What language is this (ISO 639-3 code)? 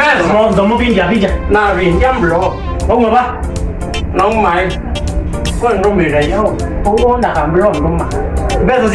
kam